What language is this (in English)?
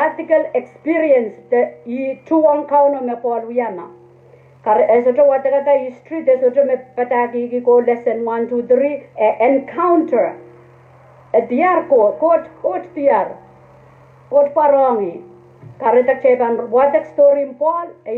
Pohnpeian